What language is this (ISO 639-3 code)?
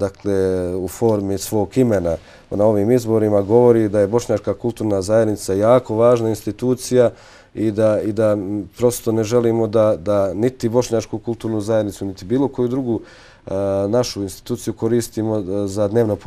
bos